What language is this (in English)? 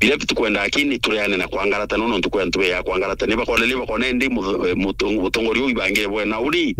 Meru